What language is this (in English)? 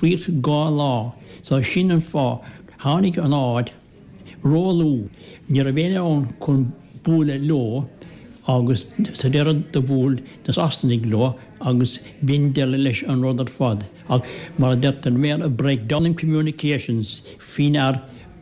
Irish